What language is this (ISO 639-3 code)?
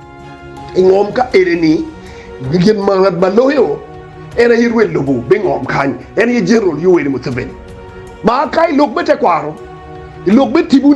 ach